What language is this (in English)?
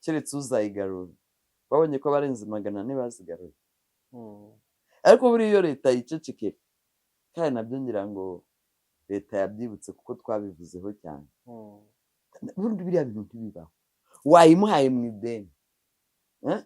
Kinyarwanda